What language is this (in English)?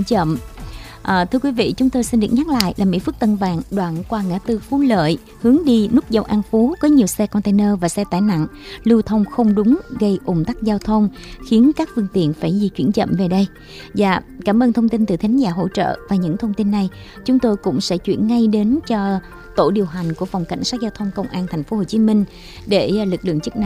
Vietnamese